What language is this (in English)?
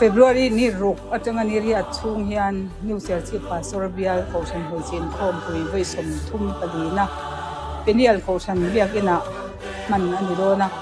Mizo